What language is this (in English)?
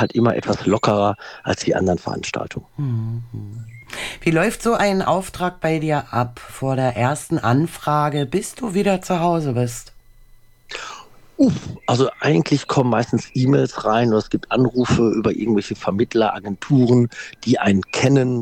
German